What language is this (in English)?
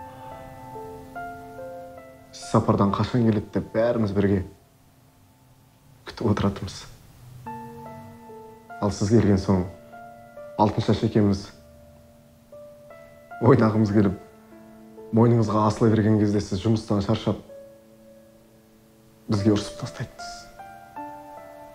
Kazakh